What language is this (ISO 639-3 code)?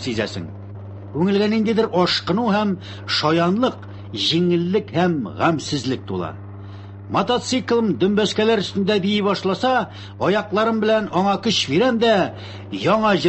tat